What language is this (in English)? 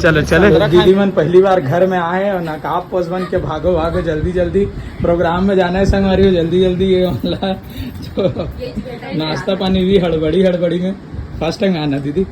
Chhattisgarhi